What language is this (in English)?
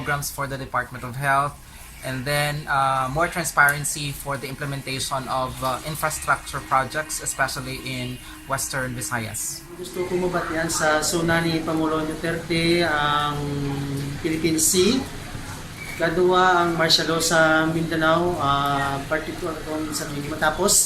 Hiligaynon